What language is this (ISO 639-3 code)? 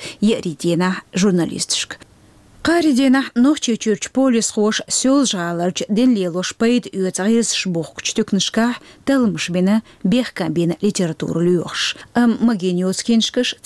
che